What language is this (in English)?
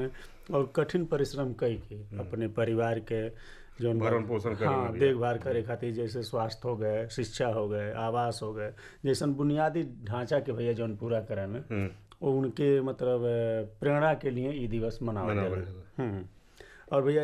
Bhojpuri